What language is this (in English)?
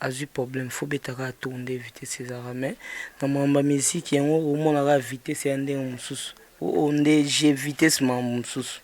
Lingala